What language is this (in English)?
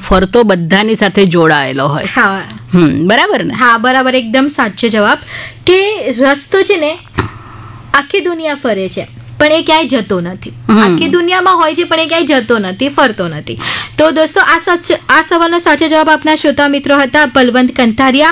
Gujarati